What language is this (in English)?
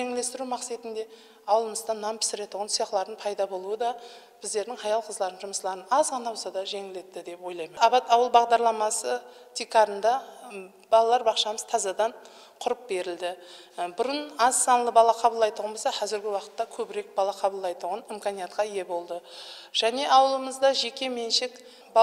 Kara-Kalpak